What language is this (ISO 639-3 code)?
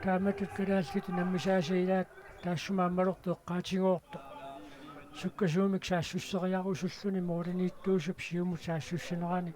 kal